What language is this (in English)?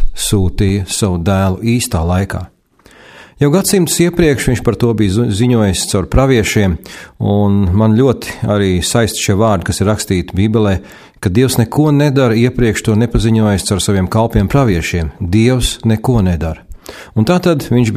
Latvian